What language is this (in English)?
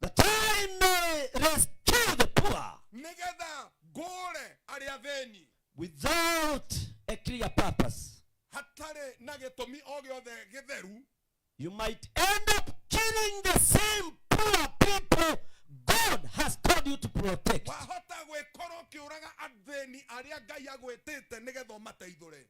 Kikuyu